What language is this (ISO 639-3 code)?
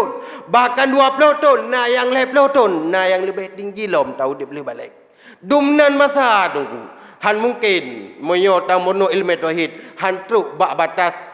ace